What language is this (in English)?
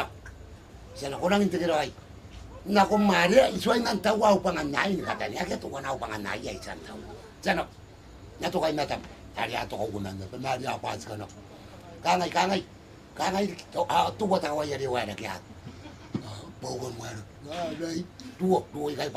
Gilbertese